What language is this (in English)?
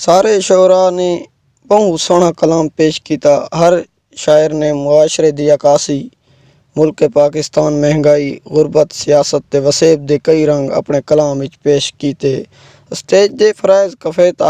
Saraiki